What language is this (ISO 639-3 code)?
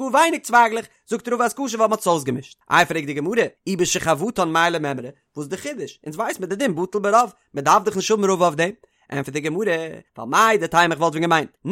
yid